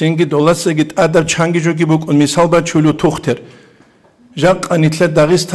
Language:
Avaric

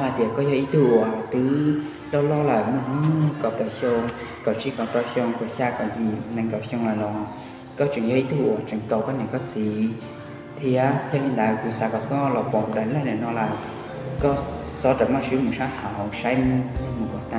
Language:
Hmong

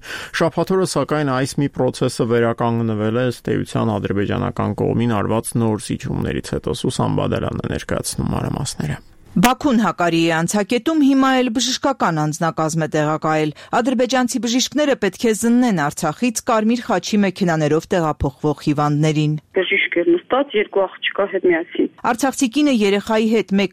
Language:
Armenian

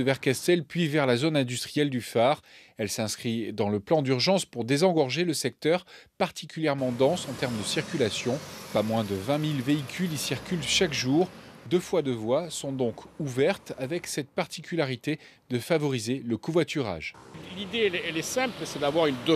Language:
French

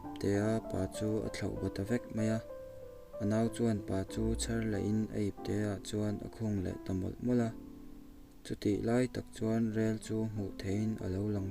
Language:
Mizo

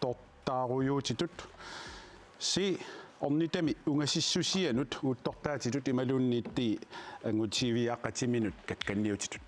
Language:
Kalaallisut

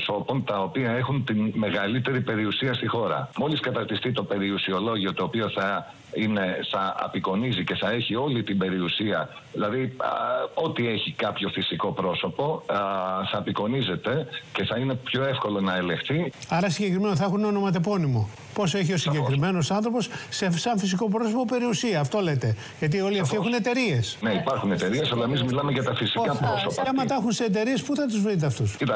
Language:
Greek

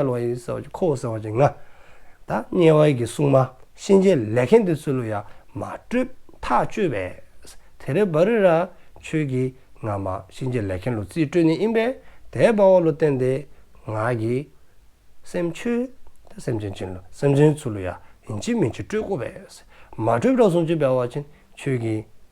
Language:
Dzongkha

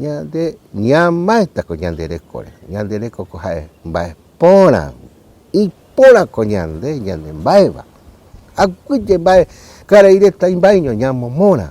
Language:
Guarani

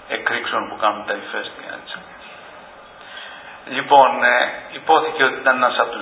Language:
Greek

